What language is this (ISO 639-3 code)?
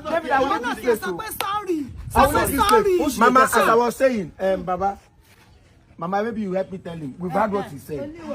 pcm